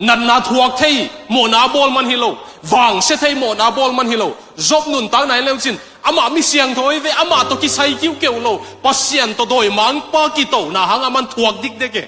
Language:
Tedim Chin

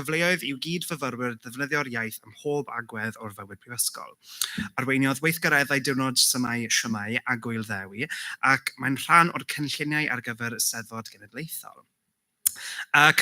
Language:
Welsh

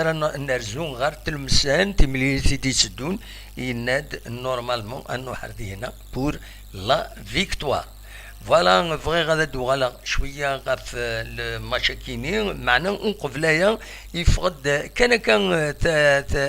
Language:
Kabyle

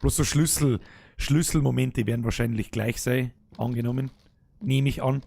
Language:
Bavarian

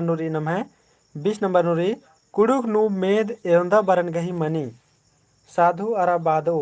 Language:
Kurukh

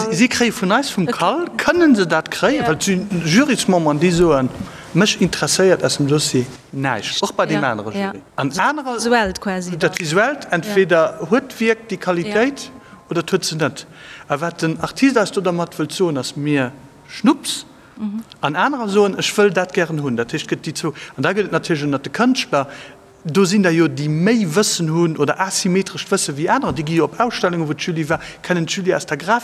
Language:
Luxembourgish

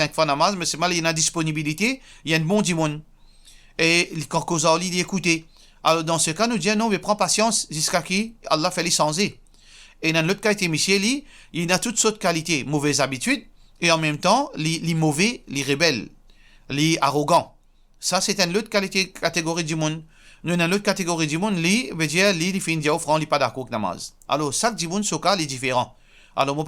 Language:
Morisyen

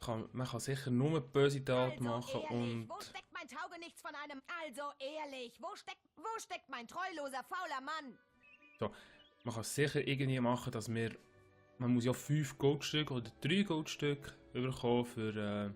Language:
Swiss German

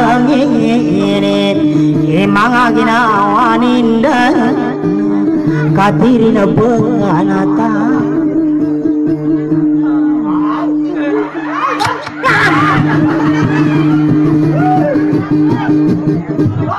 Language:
Indonesian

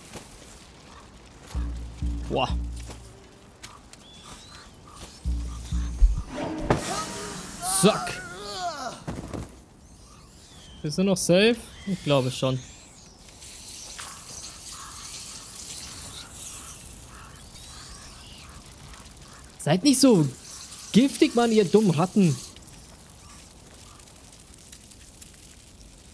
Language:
German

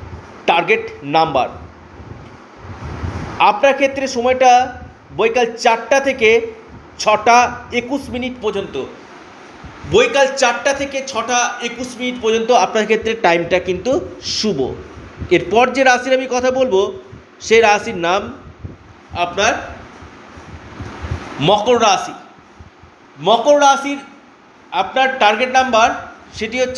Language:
Bangla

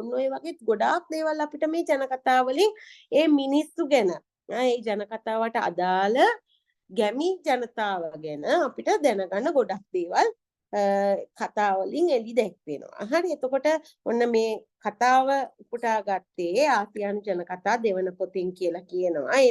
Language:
Sinhala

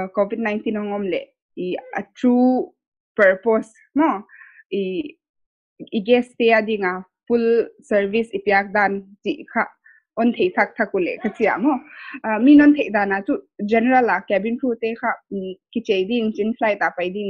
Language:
Paite Chin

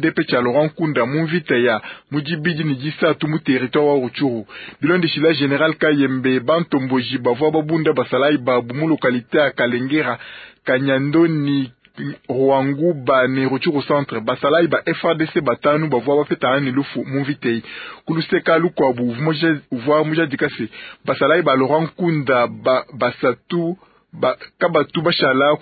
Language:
Luba-Lulua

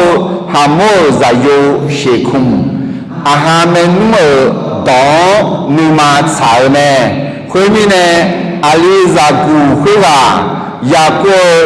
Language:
Akha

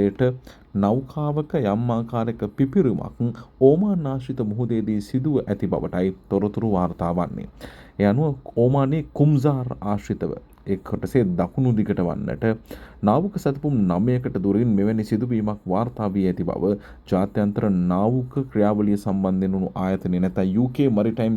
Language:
Sinhala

